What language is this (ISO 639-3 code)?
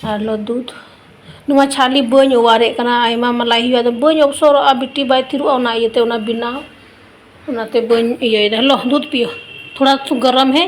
sat